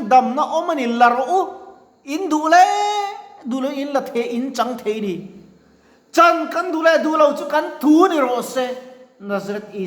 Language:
Mizo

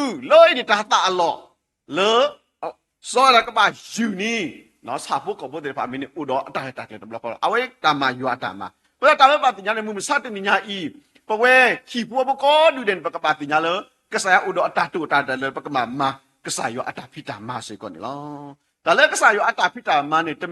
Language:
S'gaw Karen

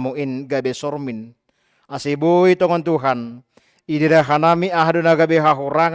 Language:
Batak Simalungun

